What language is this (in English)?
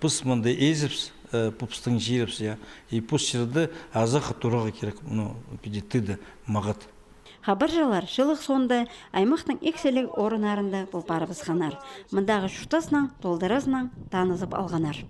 Khakas